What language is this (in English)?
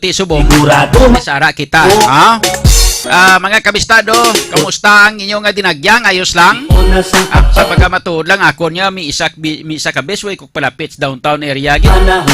Hiligaynon